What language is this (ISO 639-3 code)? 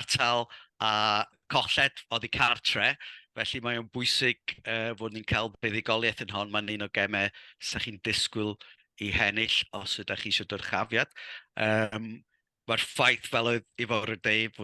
cym